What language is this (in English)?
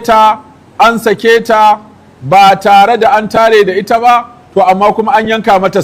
Hausa